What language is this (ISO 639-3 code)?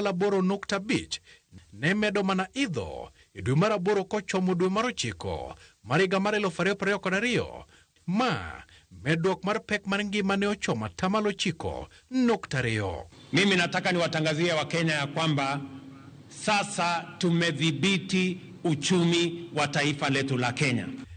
luo